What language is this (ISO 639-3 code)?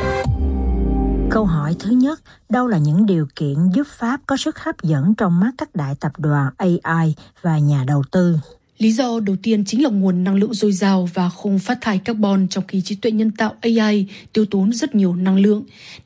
vie